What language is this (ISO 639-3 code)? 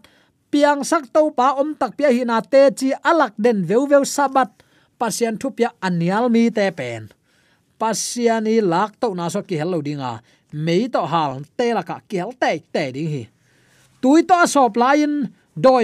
ctd